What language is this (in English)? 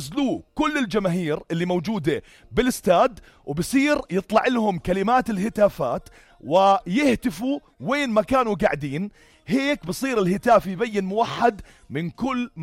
North Levantine Arabic